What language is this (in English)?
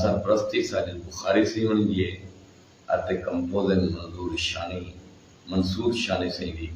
Saraiki